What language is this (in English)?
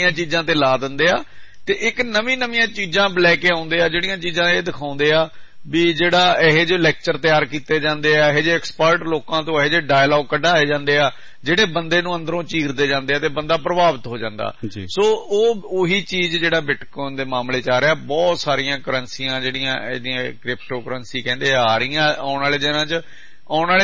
Punjabi